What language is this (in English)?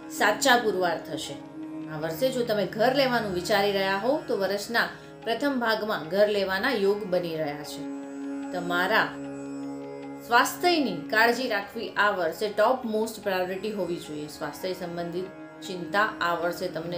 Gujarati